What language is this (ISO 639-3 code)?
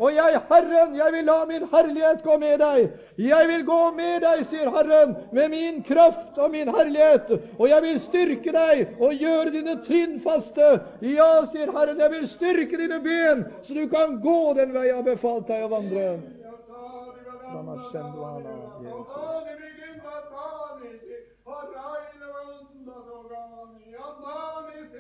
nor